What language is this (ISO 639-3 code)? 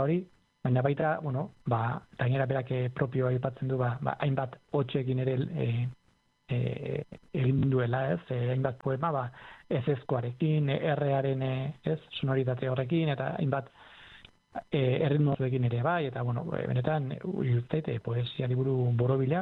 eus